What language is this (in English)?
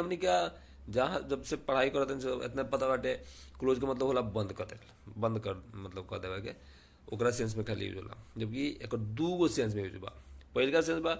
Bhojpuri